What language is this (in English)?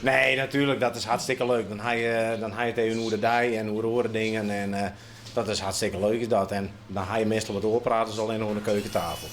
Western Frisian